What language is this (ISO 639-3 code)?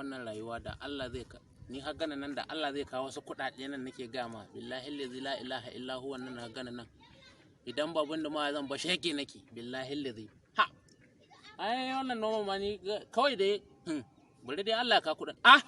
hau